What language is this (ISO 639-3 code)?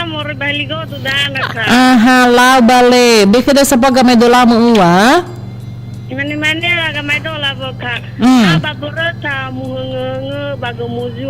nia